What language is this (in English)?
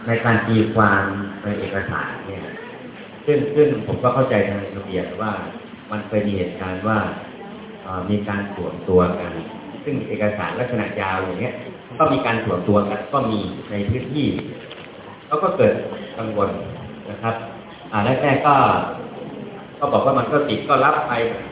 Thai